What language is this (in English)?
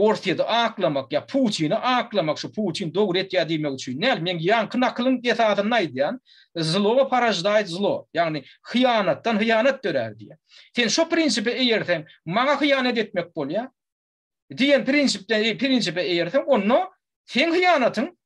Turkmen